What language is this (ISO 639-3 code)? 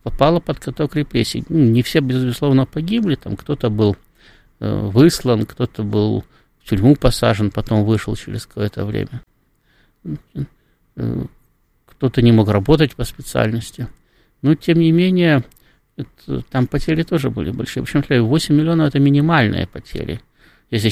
rus